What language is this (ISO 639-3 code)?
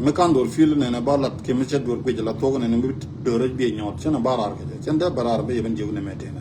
nus